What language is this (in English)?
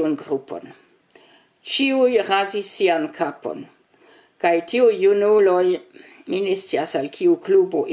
Esperanto